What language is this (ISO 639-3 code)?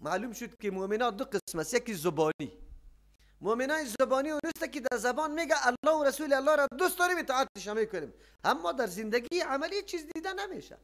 fas